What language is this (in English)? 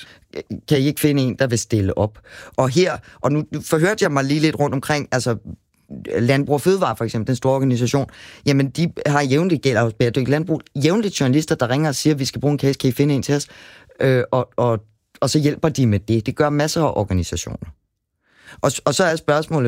Danish